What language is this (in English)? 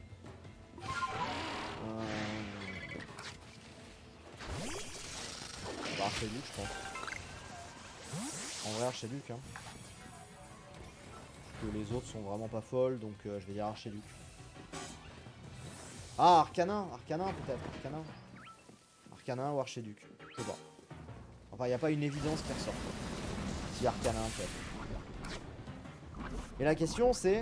French